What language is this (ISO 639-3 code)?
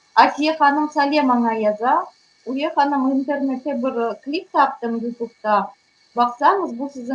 crh